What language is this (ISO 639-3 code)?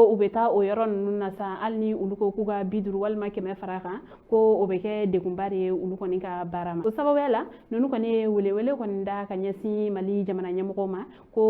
bam